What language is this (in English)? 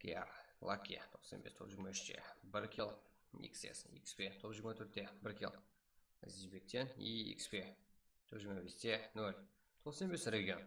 Kara-Kalpak